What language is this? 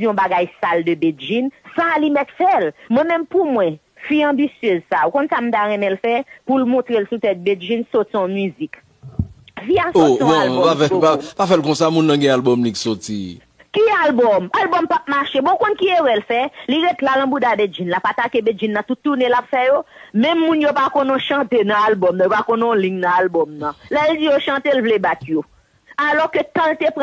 Haitian Creole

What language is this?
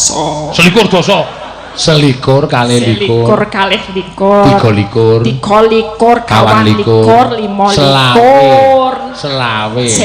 Javanese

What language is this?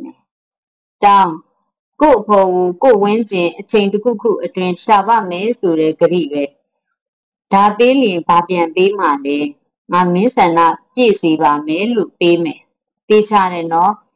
Burmese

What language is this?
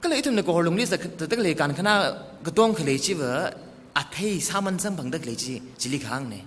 Tangkhul Naga (India)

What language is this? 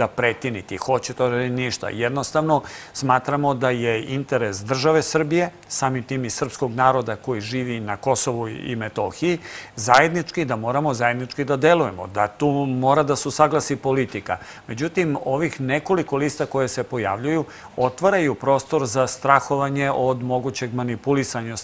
Serbian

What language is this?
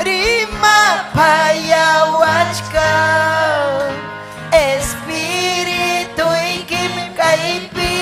Ayacucho Quechua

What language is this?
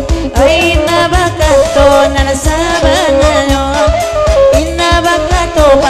Minangkabau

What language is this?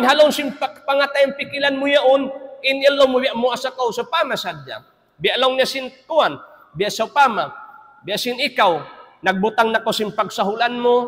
Tausug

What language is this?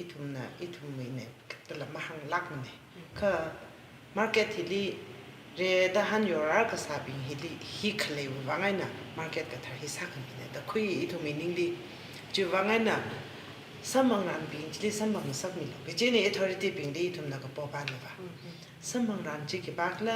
Tangkhul Naga (India)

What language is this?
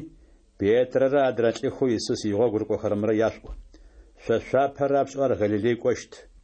Adyghe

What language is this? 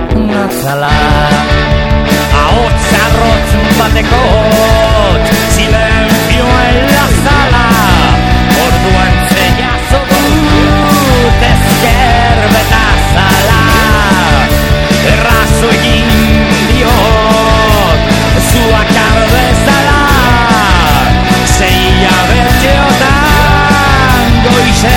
Basque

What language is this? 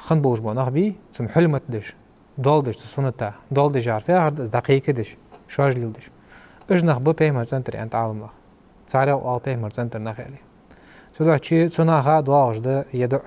Ingush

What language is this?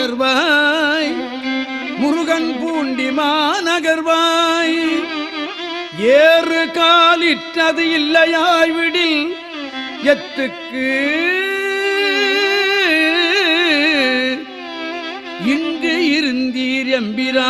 Tamil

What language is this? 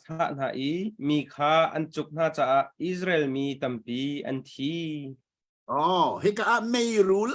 Hakha Chin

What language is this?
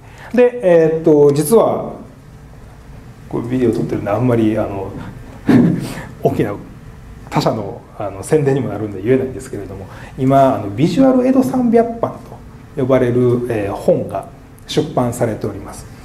Japanese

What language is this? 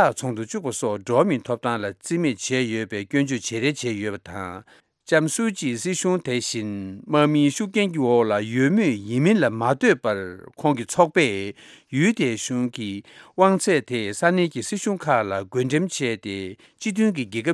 Tibetan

